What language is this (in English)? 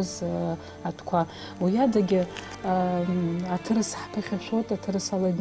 Abkhazian